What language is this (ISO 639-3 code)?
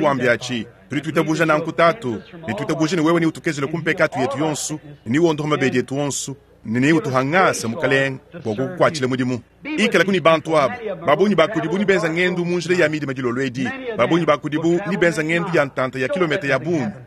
lua